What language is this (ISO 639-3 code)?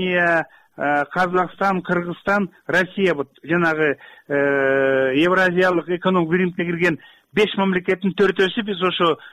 kir